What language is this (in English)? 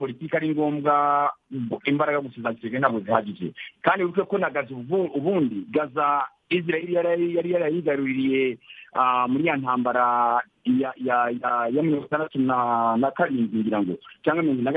Kinyarwanda